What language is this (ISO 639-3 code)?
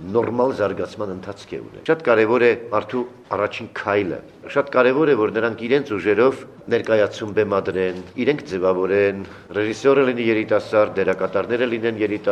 hye